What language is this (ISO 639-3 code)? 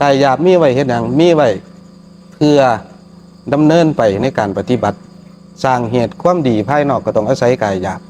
tts